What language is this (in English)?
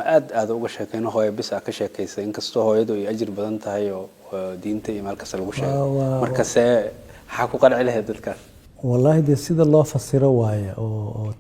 Somali